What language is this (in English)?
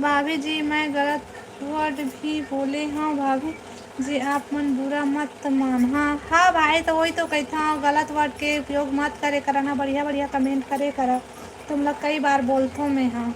Chhattisgarhi